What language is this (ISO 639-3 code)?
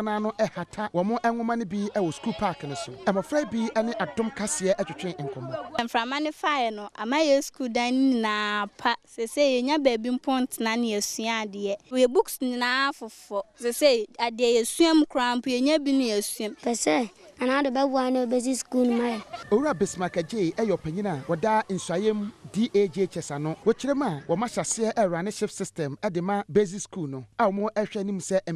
aka